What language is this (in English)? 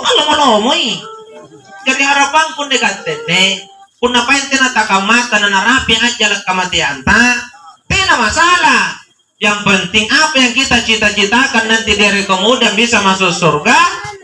Makasar